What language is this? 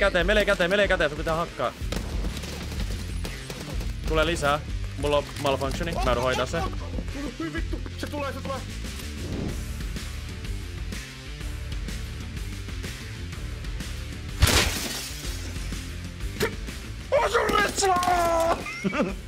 Finnish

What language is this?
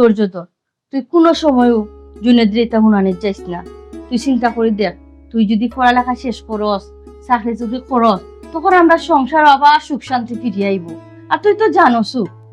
Sylheti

